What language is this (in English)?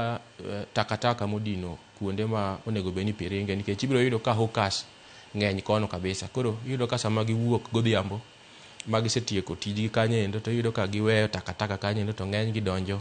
Luo (Kenya and Tanzania)